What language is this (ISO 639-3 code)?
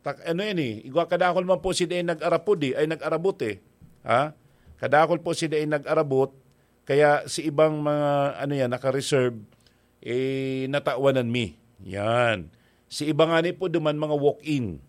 bik